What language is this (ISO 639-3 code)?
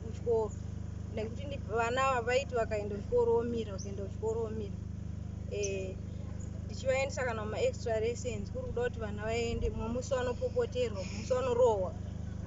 sna